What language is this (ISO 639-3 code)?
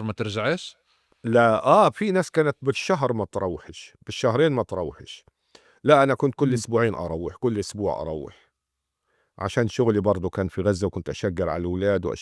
apc